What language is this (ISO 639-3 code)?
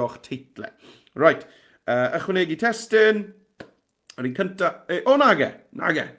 cym